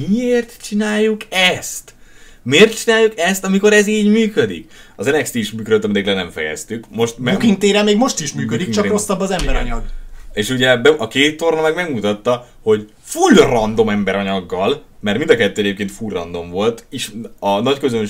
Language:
Hungarian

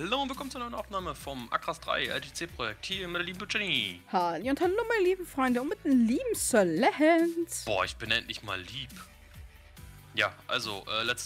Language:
German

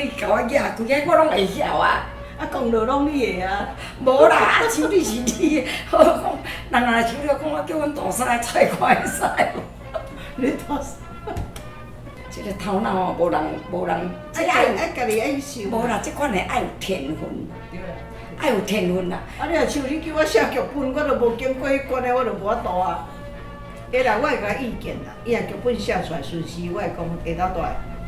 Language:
Min Nan Chinese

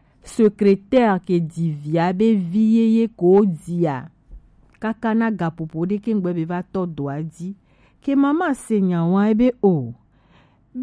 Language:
Gen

